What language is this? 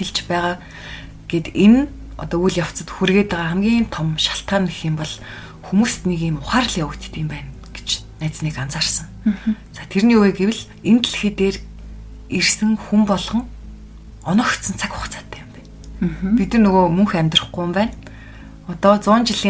Mongolian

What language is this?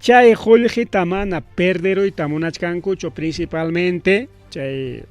Ayacucho Quechua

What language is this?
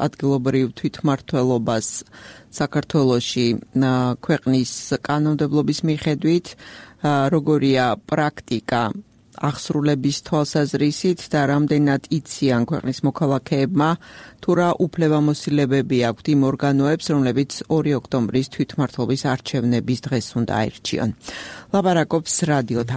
Georgian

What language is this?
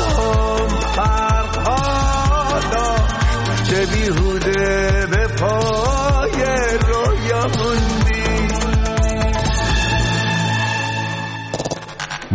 Persian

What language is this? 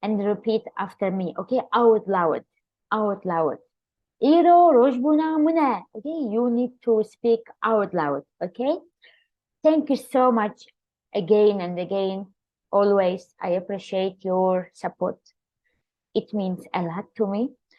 Kurdish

